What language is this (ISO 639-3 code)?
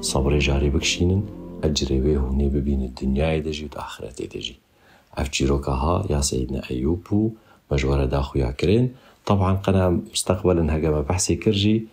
kur